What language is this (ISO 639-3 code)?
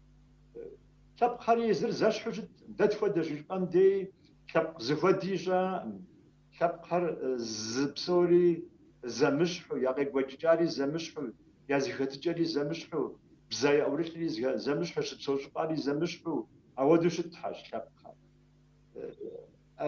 kbd